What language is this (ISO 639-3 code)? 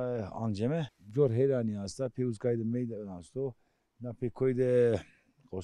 zza